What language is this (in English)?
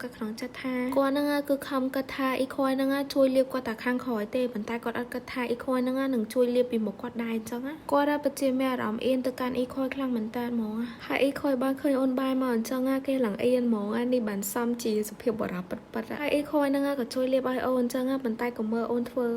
Khmer